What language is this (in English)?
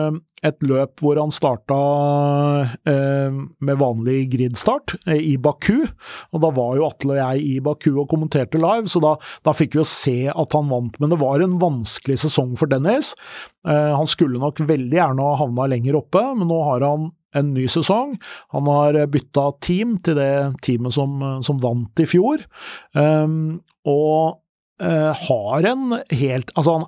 Norwegian